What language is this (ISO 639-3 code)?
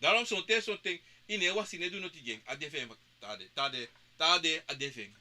srn